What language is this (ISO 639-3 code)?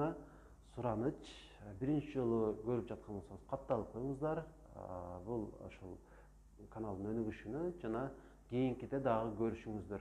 kir